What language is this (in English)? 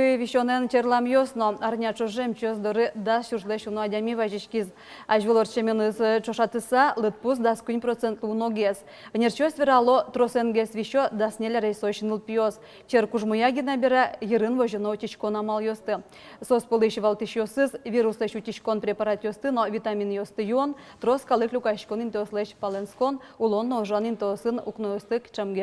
Udmurt